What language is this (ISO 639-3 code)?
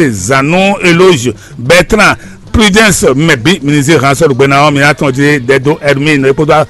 fon